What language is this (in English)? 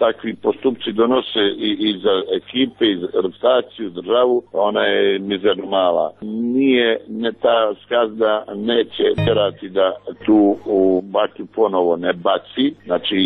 Croatian